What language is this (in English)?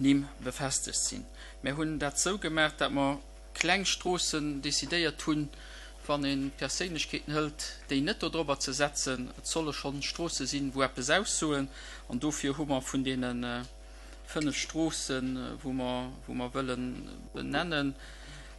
Luxembourgish